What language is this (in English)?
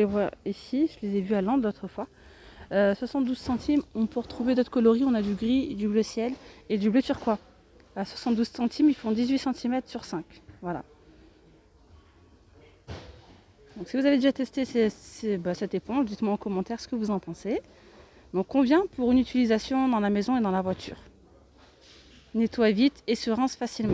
French